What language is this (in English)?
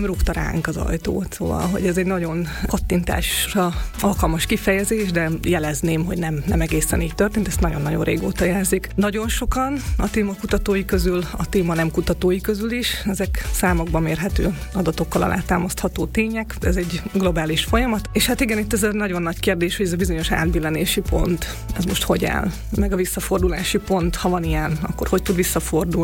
Hungarian